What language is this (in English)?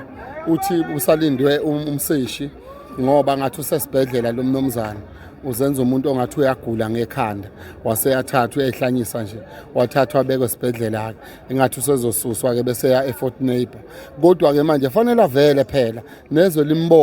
Zulu